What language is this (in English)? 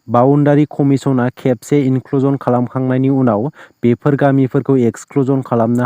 Bodo